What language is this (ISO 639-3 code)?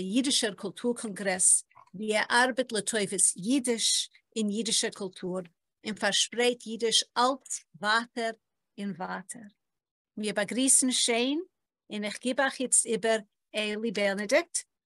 yid